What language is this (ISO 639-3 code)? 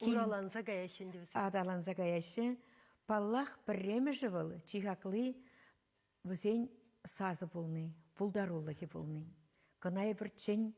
chv